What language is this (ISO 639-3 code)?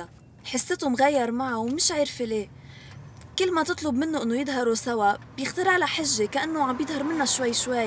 apc